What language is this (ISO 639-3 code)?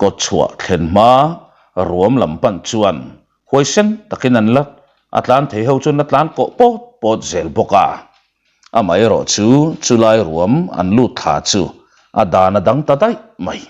lus